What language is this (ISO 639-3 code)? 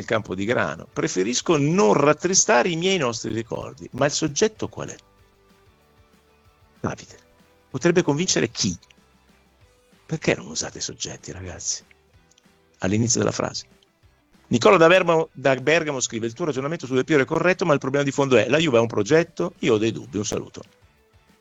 ita